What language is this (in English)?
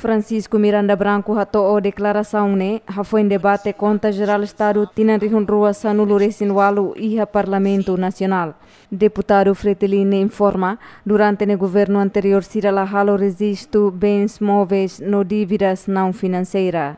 Tetum